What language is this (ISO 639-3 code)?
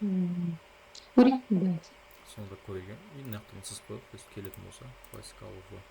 kaz